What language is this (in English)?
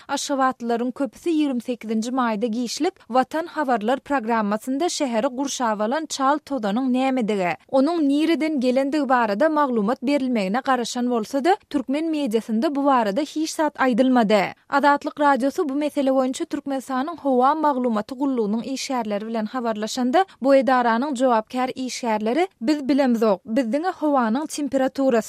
Turkmen